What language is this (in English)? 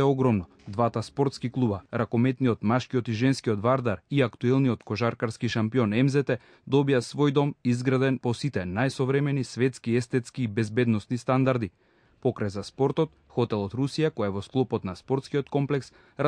Macedonian